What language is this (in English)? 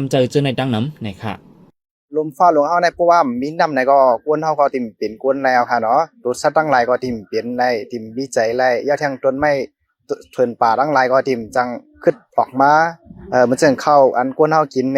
Shan